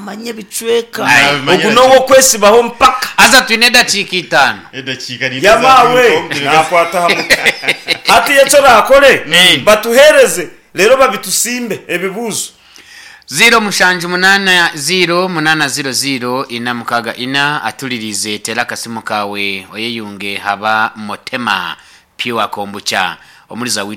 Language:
Nyankole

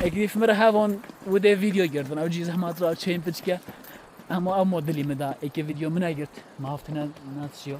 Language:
Kurdish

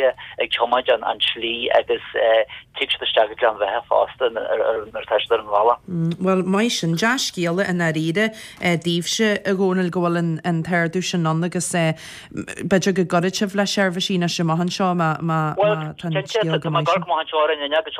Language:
Irish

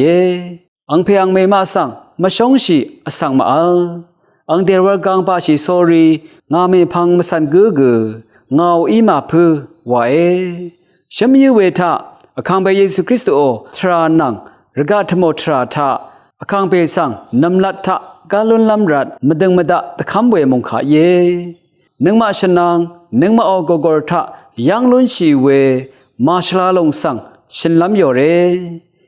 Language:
Rawang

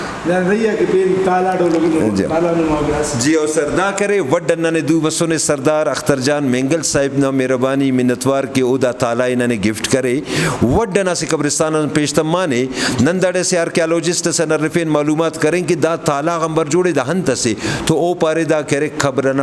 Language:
Brahui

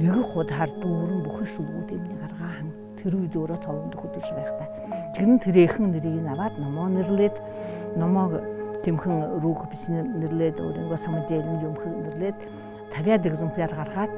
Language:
Buriat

